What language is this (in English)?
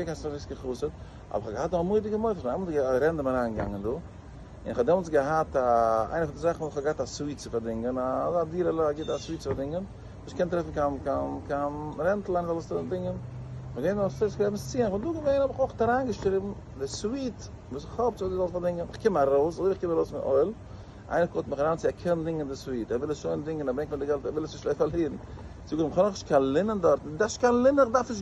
Yiddish